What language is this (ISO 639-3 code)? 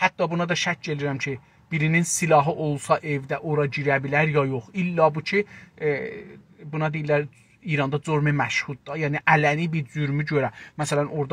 azb